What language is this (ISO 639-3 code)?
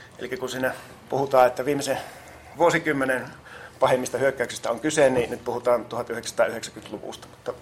fin